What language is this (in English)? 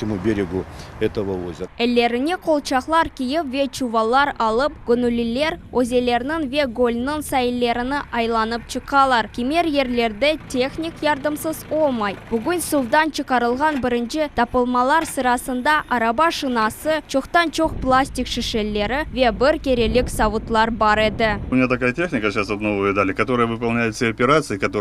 Crimean Tatar